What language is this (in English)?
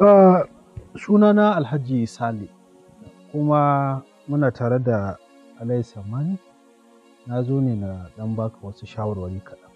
Hausa